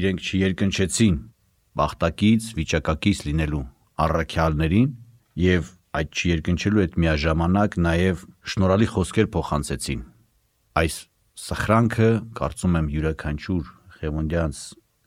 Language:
Armenian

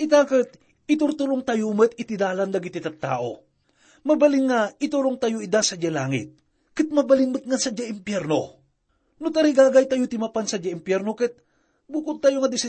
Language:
Iloko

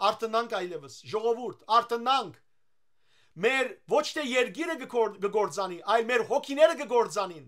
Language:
Western Armenian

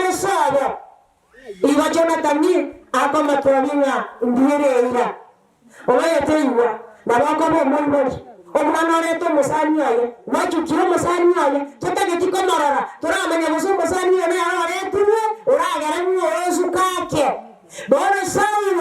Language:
Gusii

